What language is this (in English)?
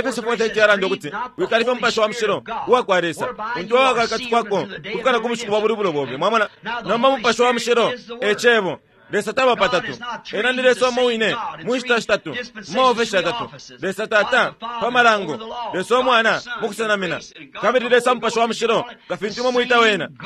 Bemba